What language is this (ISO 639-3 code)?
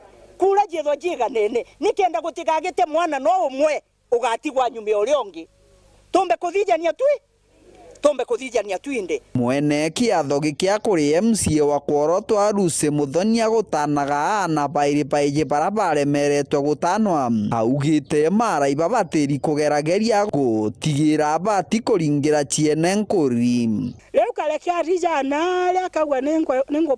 mer